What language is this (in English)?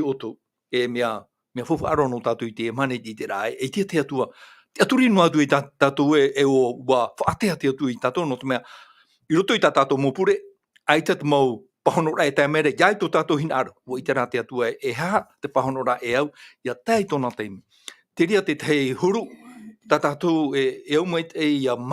Tahitian